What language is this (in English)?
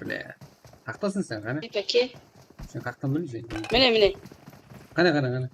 Kara-Kalpak